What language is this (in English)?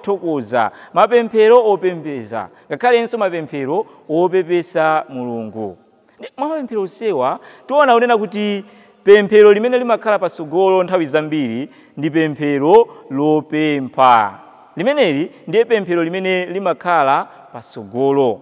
Nyanja